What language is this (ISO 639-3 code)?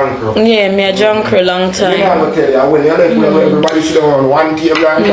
jam